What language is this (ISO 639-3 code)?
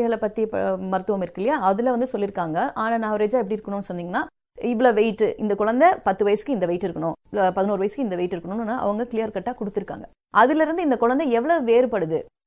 tam